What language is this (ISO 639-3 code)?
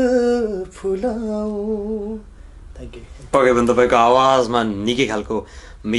nep